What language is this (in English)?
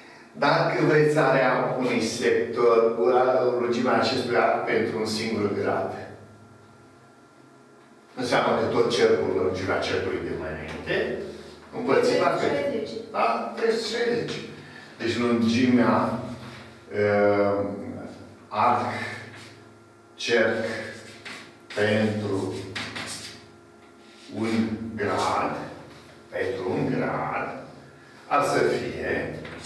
Romanian